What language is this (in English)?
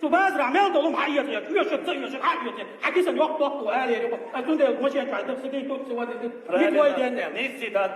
Chechen